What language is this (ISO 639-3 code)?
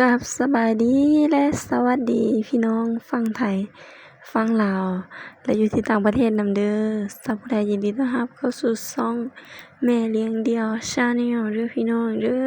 lao